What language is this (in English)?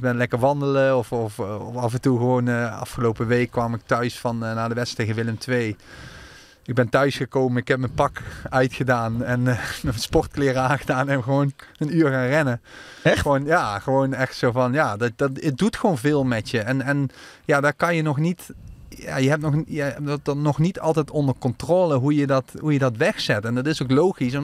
Dutch